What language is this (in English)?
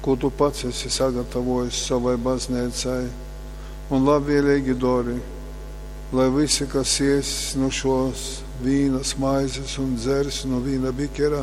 Latgalian